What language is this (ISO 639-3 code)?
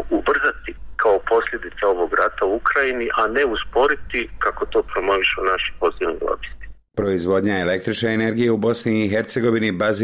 bos